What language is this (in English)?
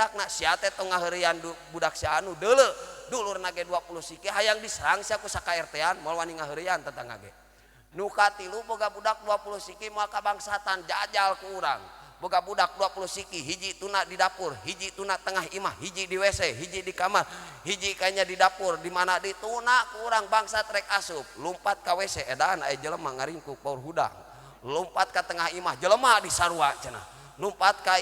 Sundanese